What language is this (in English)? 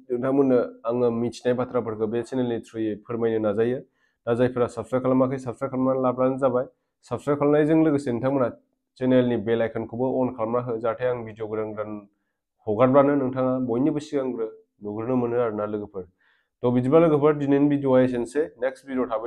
Bodo